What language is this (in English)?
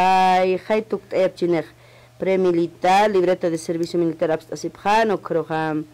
Aymara